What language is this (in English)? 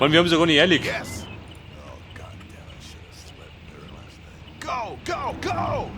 Bavarian